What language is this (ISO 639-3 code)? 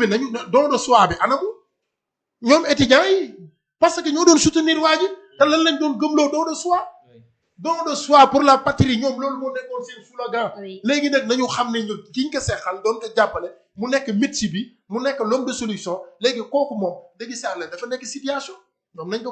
wol